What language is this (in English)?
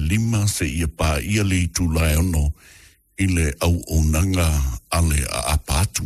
Samoan